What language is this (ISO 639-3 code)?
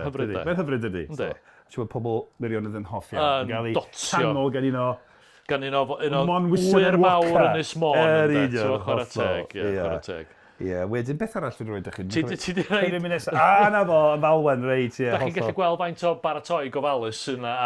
cym